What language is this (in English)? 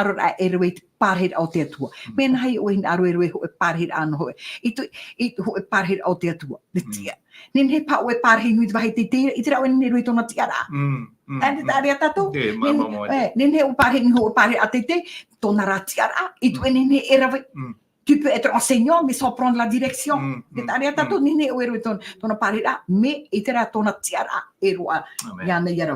Tahitian